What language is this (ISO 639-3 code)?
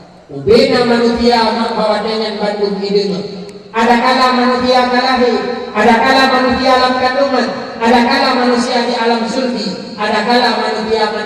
ace